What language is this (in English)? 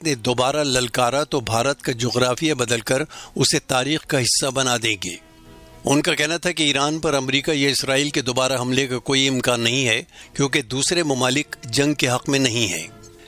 Urdu